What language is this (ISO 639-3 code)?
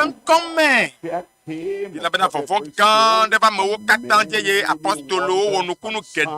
ewe